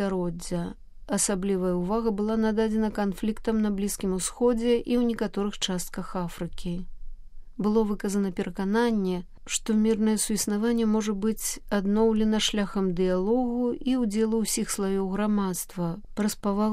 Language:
Belarusian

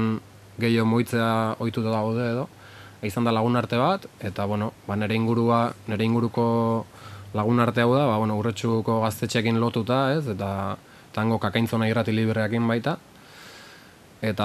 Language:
Basque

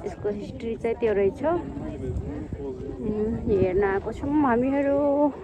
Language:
Nepali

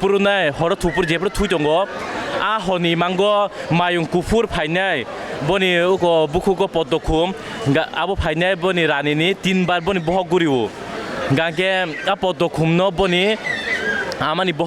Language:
Kok Borok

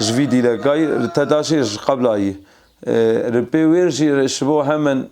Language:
Kurdish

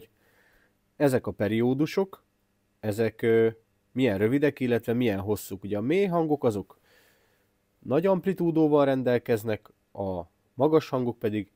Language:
Hungarian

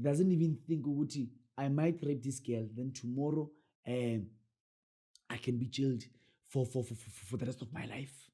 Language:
Zulu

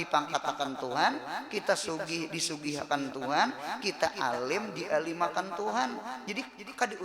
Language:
Banjar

